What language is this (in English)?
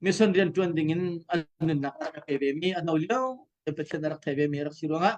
Hakha Chin